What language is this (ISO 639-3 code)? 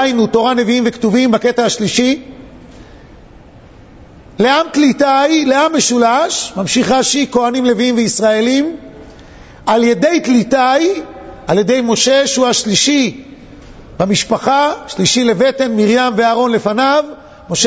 heb